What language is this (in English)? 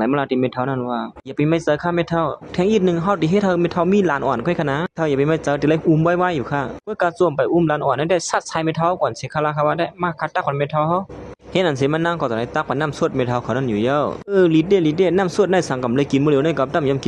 Shan